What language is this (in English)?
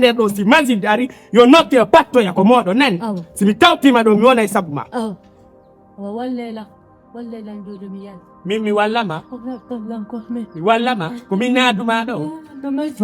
Pular